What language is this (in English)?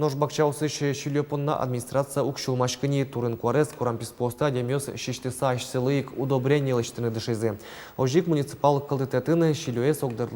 Udmurt